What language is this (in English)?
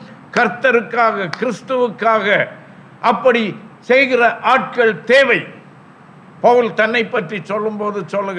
Tamil